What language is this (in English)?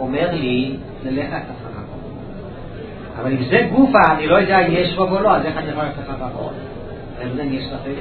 Hebrew